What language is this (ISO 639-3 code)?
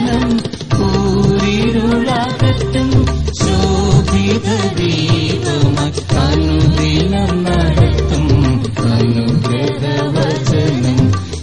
mal